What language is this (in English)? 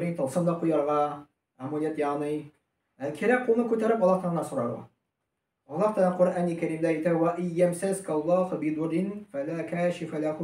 Tatar